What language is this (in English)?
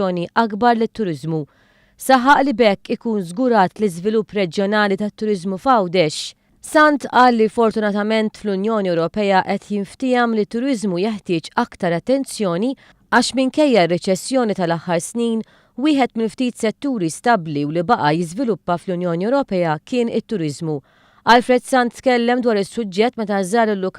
Maltese